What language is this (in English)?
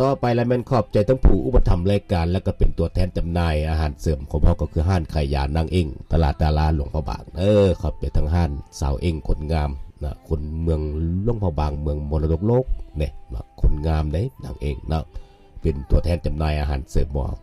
Lao